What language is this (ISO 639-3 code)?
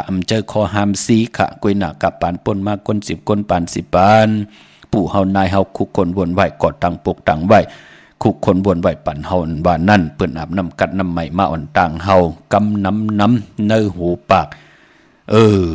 shn